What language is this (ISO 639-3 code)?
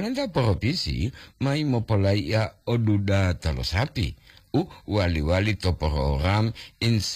gor